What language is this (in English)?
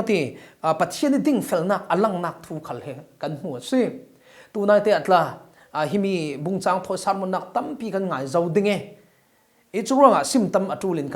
Falam Chin